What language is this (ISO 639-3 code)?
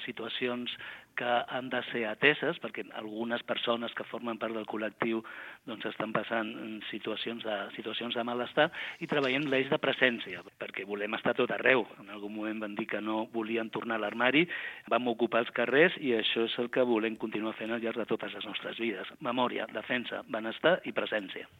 cat